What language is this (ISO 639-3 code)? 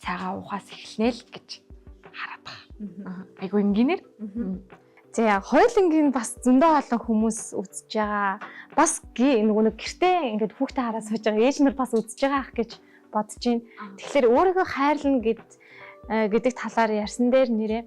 mon